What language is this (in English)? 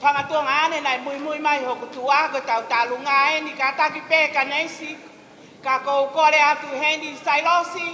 Tongan